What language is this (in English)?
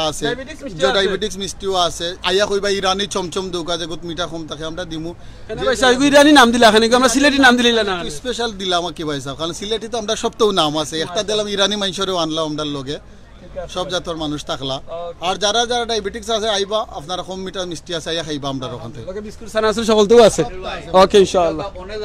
Sylheti